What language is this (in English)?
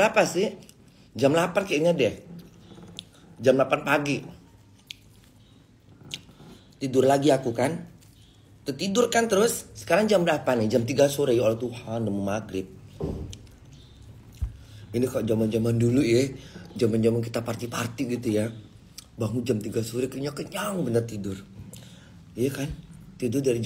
Indonesian